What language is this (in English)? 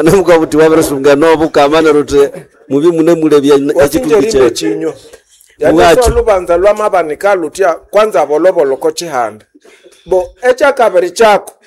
Nande